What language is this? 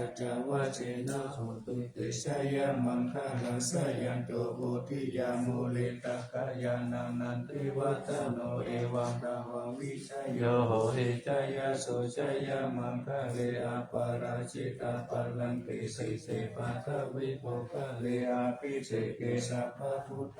Pali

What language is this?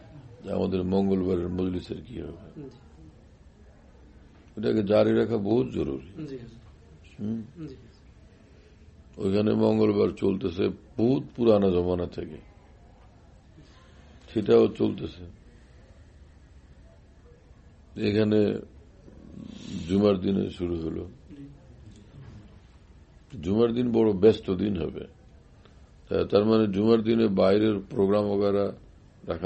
Bangla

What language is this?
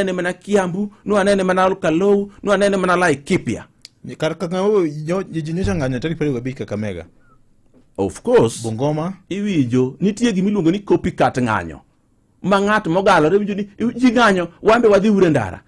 Luo (Kenya and Tanzania)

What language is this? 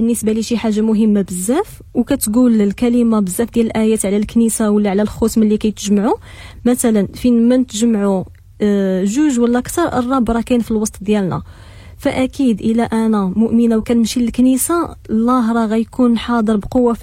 Moroccan Arabic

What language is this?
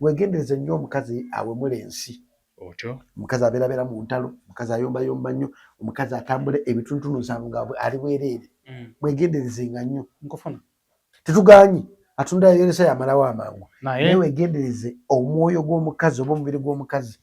Ganda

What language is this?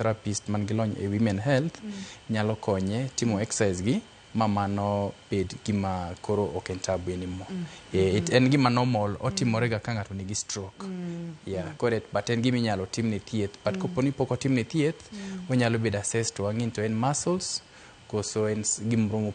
Luo (Kenya and Tanzania)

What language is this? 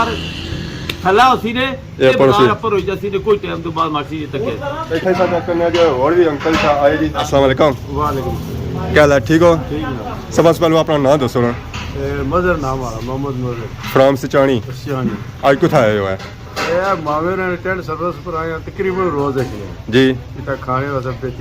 Pahari-Potwari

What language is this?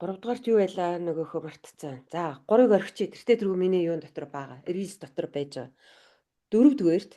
Mongolian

